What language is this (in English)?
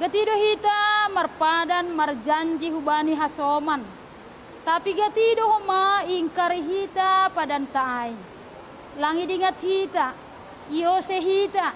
Batak Simalungun